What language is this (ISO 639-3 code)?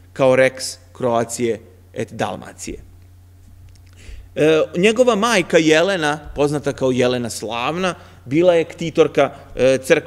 srp